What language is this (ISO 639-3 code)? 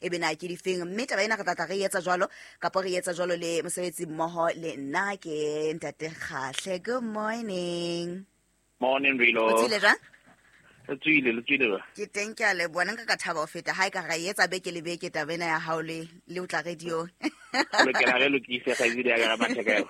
sot